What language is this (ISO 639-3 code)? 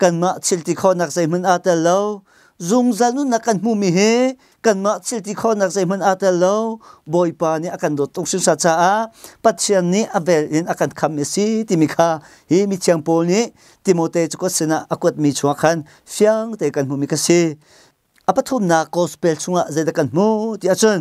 cnh